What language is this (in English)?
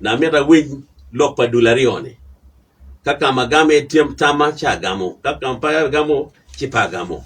Acoli